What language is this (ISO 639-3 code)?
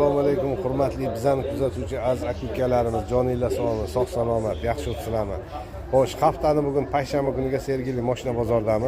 uzb